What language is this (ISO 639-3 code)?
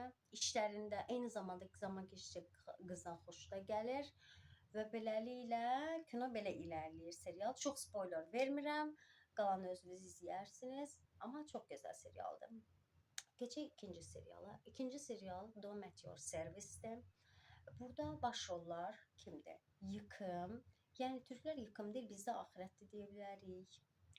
aze